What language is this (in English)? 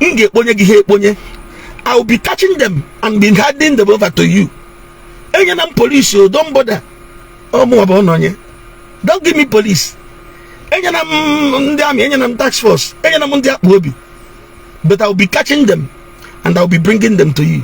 Igbo